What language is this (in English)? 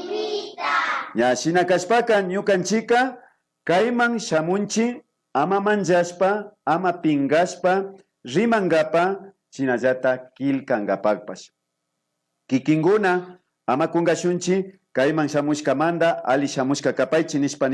Imbabura Highland Quichua